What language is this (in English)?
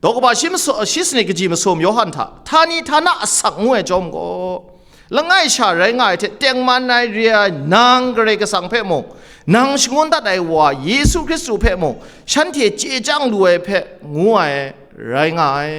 Kachin